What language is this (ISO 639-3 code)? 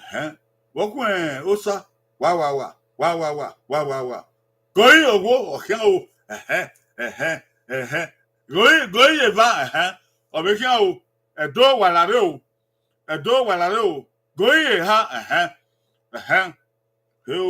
bin